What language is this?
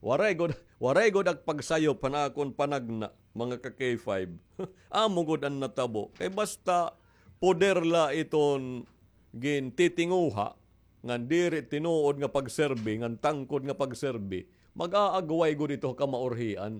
Waray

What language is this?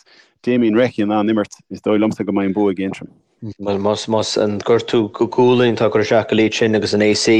Irish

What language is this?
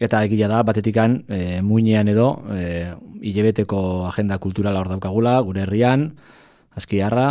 Basque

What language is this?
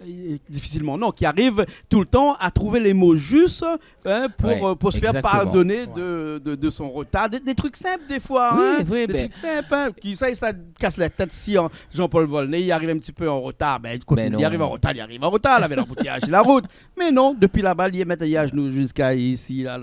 Réunion Creole French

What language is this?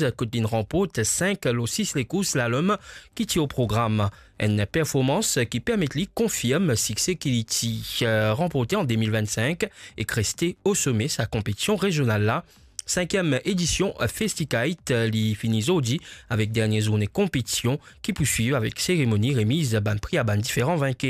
Morisyen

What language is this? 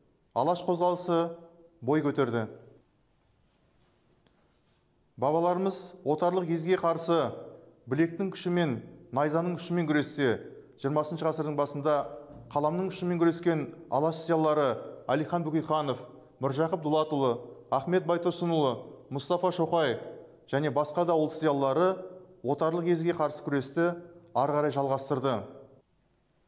Kazakh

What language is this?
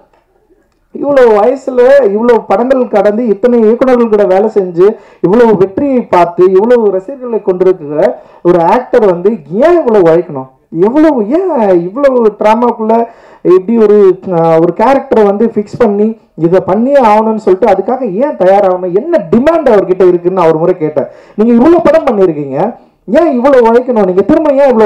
Tamil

